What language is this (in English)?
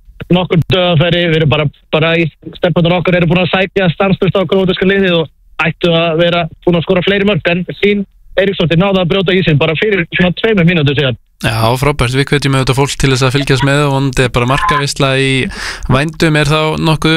Icelandic